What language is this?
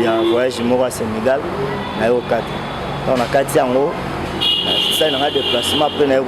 Lingala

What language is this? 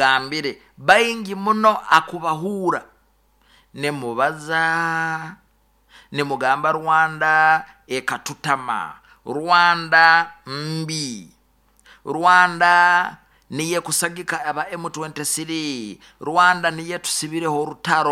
Nyoro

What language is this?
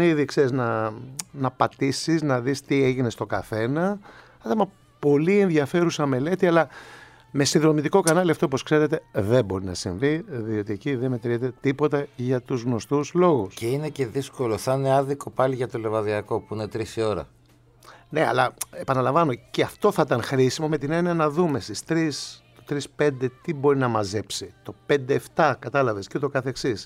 Greek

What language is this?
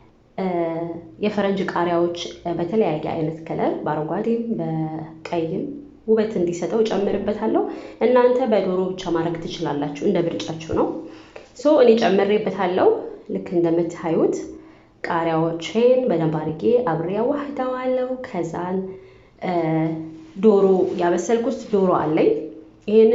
Amharic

